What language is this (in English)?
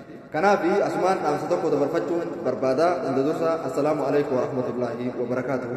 Oromo